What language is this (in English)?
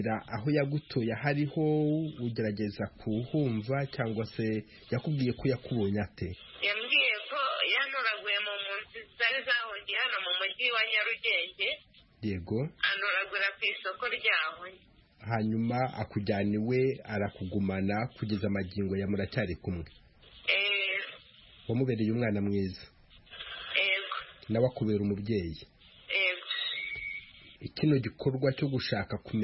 Kinyarwanda